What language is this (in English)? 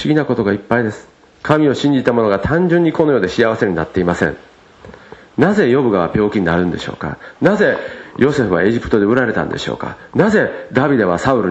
Japanese